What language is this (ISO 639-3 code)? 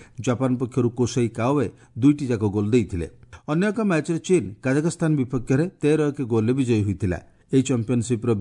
ori